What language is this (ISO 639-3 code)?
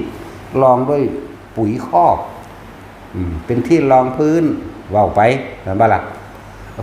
tts